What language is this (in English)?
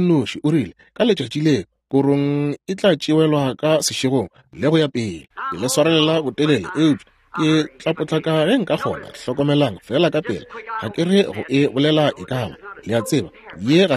Northern Sotho